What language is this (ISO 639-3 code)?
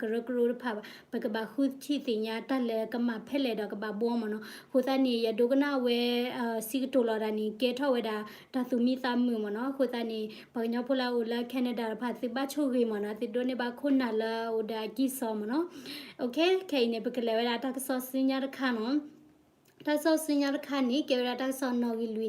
ksw